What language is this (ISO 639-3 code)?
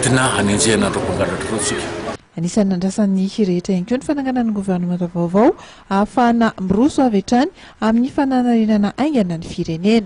mlg